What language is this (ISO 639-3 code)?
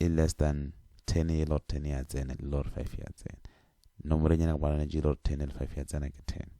nso